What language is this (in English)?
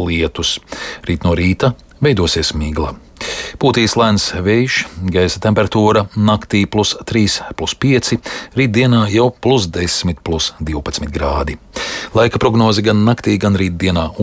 Latvian